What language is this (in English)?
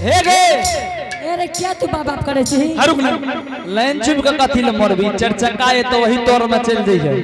Angika